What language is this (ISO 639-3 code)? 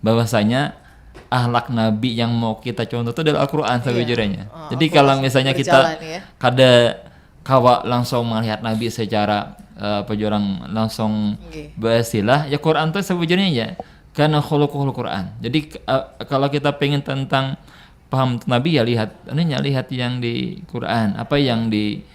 bjn